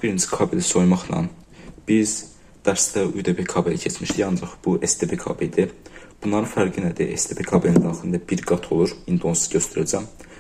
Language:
Azerbaijani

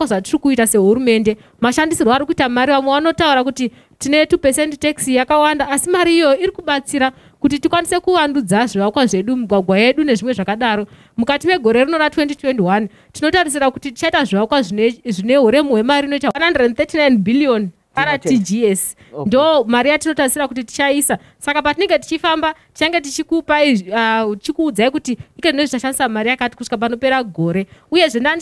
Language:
Shona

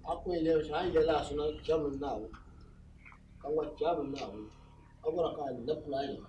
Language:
Dagbani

